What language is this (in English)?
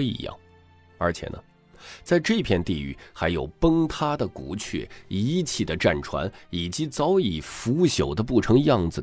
Chinese